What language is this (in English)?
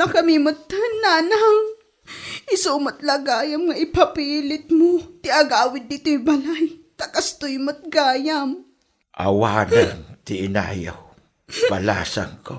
Iloko